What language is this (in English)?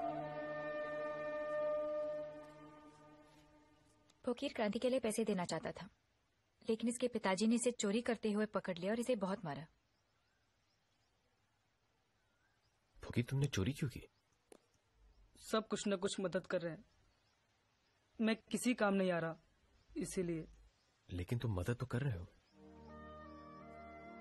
Hindi